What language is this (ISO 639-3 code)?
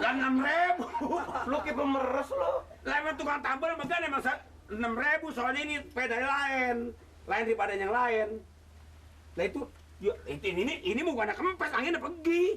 bew